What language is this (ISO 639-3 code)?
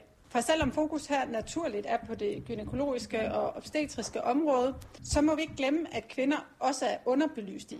dan